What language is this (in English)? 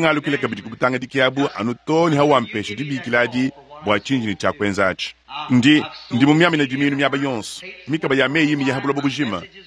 Luba-Lulua